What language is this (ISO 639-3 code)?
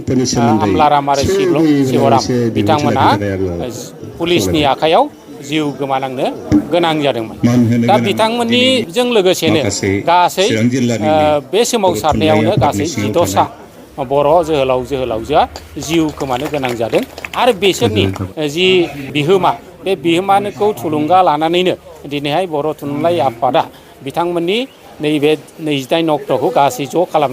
brx